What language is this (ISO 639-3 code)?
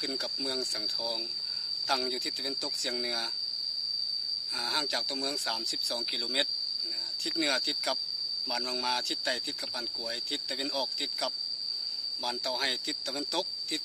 lao